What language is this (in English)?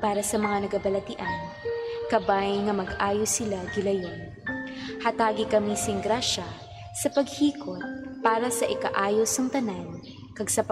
Hiligaynon